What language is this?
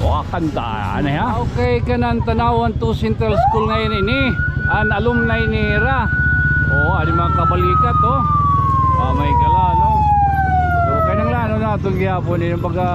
Waray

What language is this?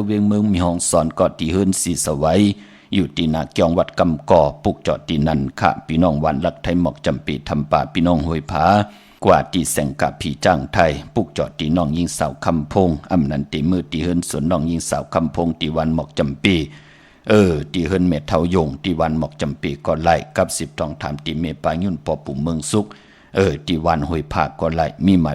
Shan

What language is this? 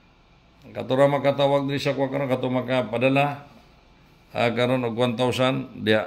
Cebuano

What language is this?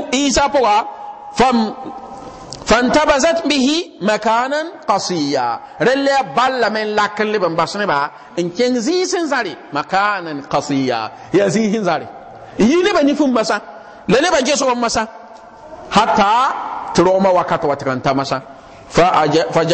Mossi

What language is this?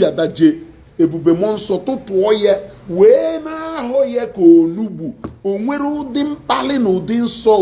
Igbo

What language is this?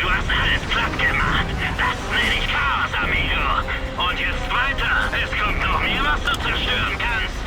Bavarian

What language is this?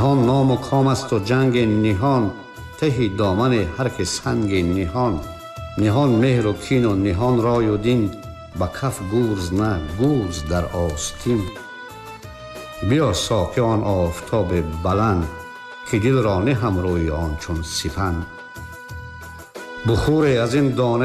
Tajik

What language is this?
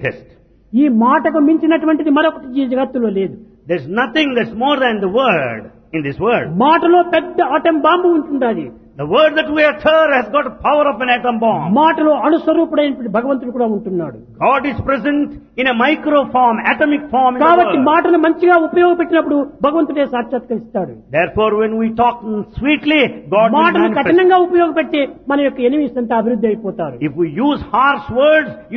Telugu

